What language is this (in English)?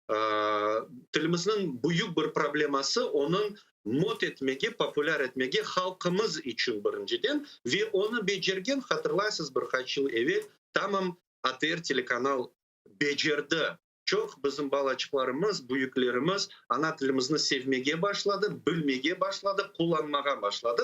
Crimean Tatar